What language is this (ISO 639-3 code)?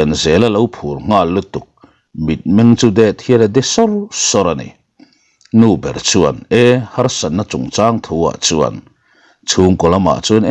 lus